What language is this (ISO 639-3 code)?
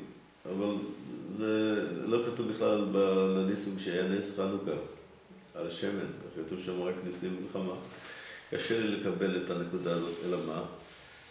heb